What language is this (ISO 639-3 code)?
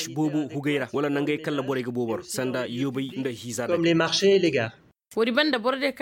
ses